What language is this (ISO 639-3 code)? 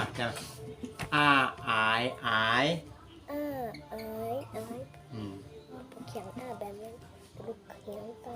shn